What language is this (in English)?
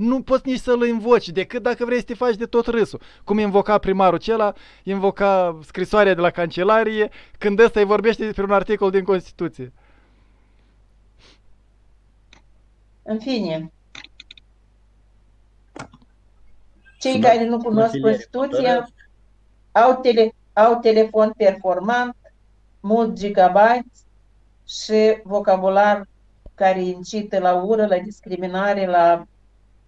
Romanian